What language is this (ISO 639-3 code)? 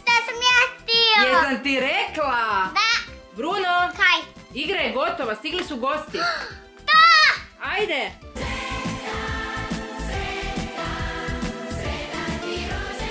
hrv